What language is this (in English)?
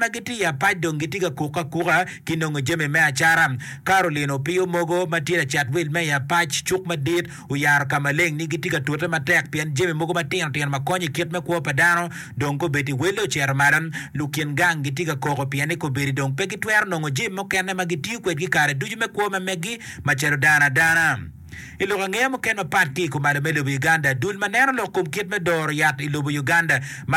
Acoli